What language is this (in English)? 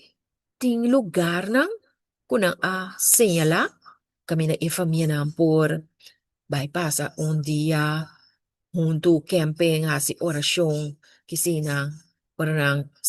Papiamento